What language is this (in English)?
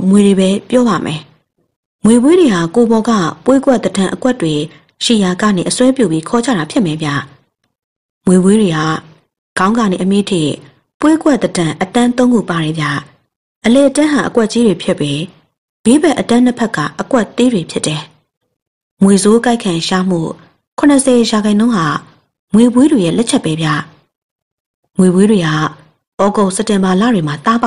Burmese